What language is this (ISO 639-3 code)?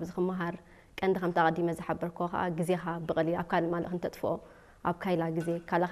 tir